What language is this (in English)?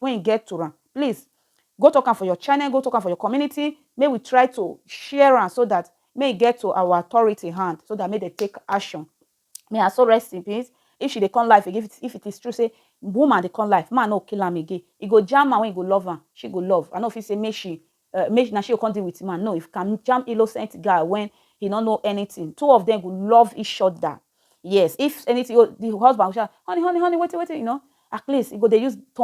Nigerian Pidgin